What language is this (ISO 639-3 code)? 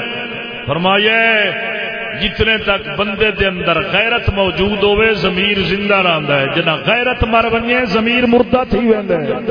skr